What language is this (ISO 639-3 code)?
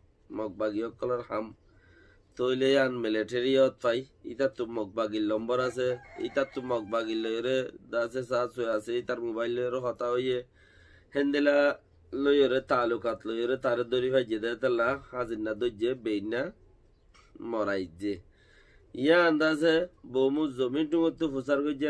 rhg